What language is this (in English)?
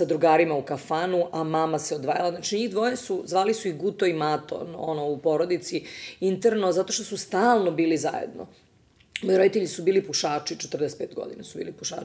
Serbian